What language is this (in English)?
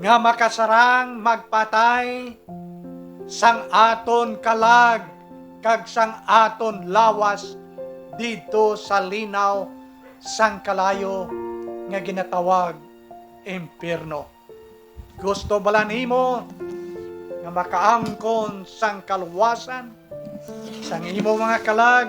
Hiligaynon